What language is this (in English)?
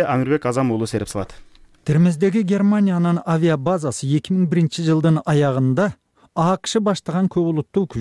Kyrgyz